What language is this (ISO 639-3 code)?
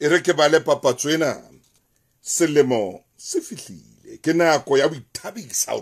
sot